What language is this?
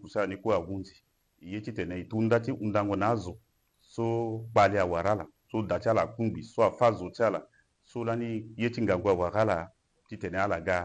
Sango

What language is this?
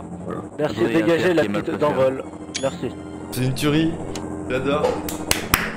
French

